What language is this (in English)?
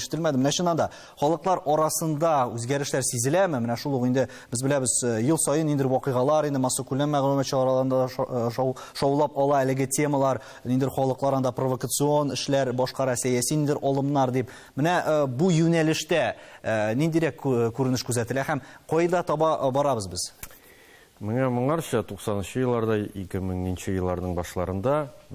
Tatar